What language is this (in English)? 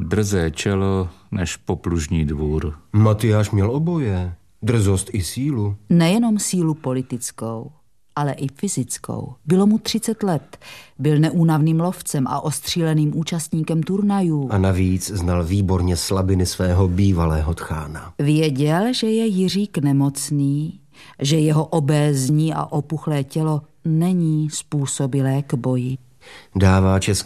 Czech